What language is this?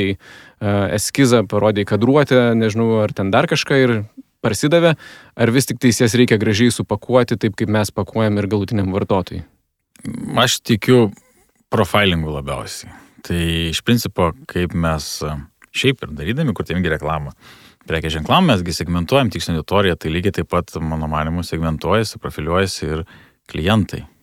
Lithuanian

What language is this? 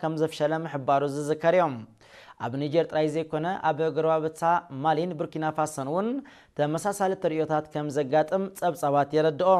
Tigrinya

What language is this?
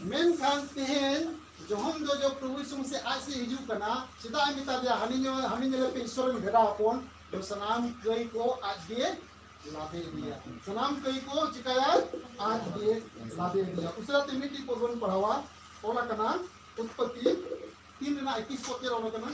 Santali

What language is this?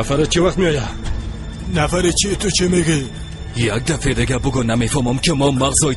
Persian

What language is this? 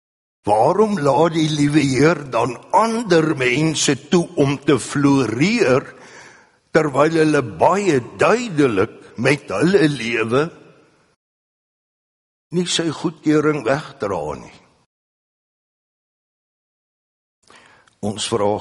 Afrikaans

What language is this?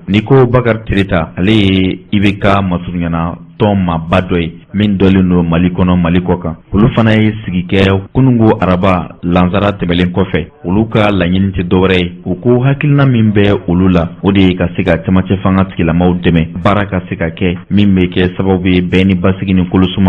Bambara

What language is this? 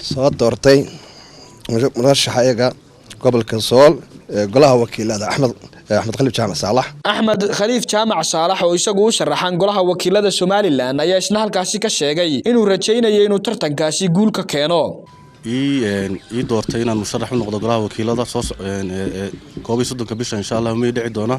Somali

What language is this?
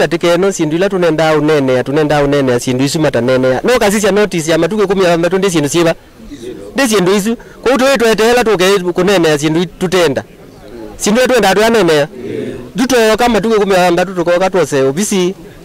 Kamba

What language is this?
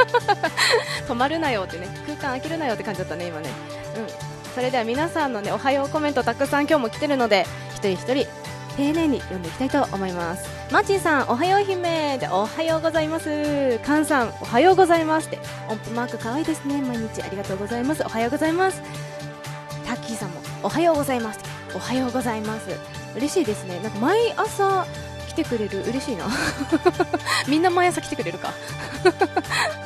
Japanese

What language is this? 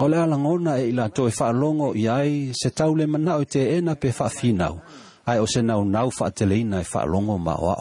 Samoan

